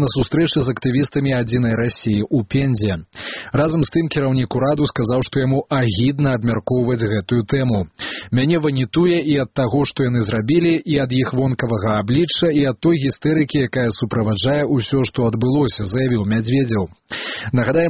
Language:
Belarusian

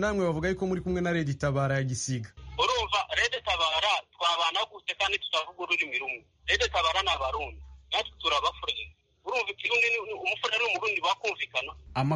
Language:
Kinyarwanda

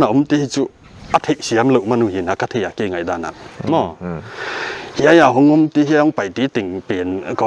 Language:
Paite Chin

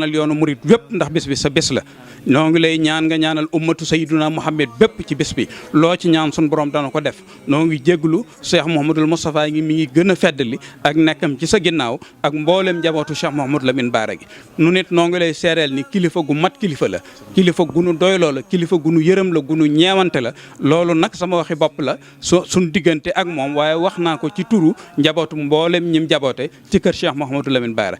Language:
Wolof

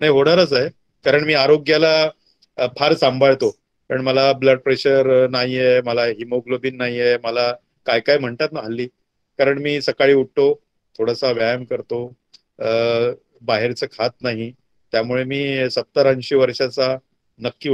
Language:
Marathi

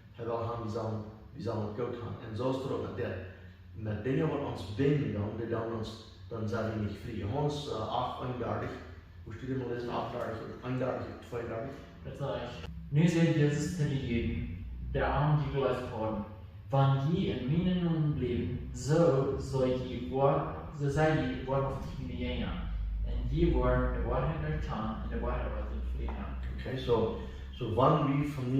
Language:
Plautdietsch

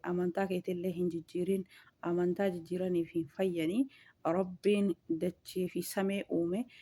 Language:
Oromo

